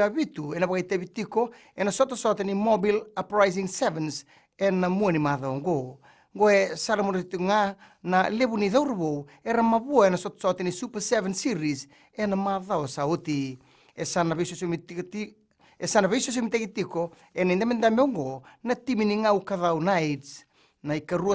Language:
Fijian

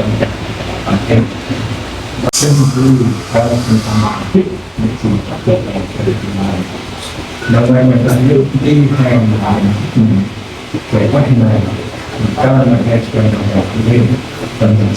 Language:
Central Mnong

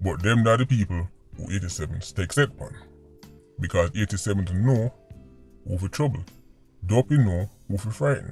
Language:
Jamaican Creole English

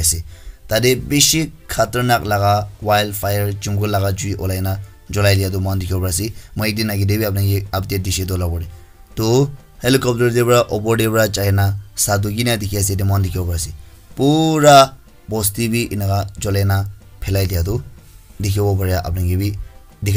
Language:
Naga Pidgin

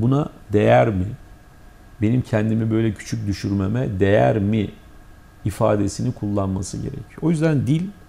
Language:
Turkish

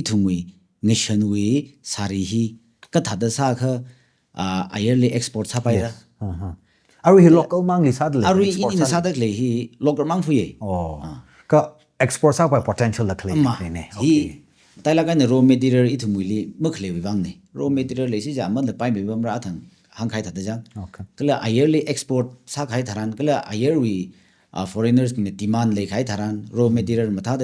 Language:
Tangkhul Naga (India)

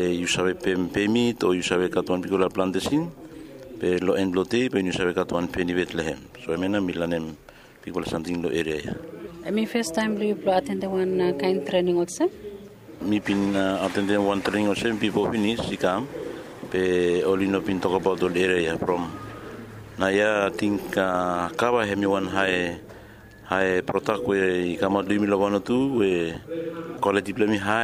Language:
Bislama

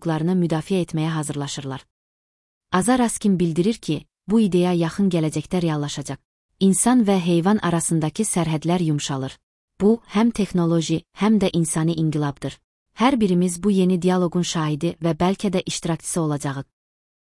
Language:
Azerbaijani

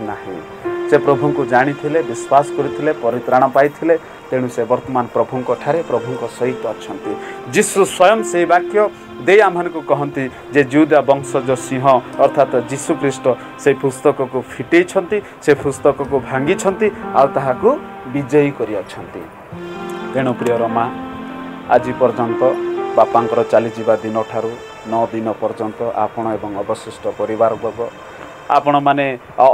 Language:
Odia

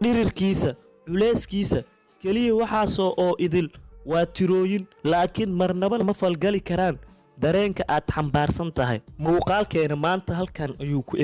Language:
Somali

